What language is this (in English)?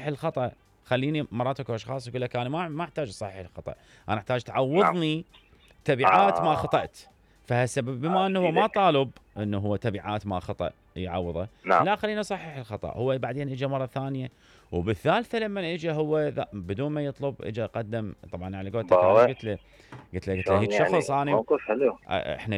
Mesopotamian Arabic